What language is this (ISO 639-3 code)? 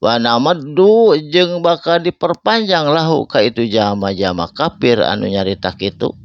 sun